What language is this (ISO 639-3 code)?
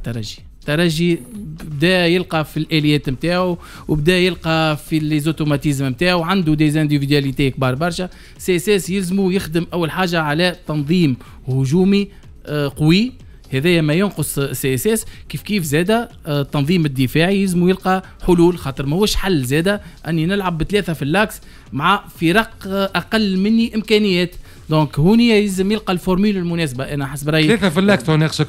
aeb